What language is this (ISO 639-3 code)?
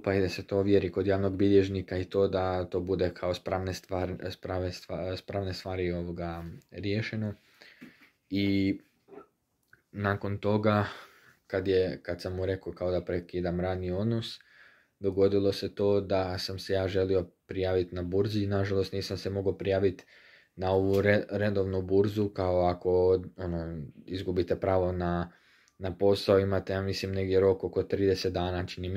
hrv